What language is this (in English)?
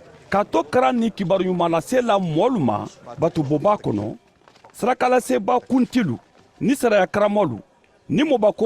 Mandingo